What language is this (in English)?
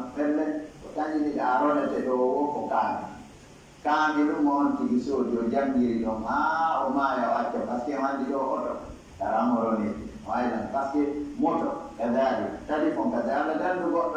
Pular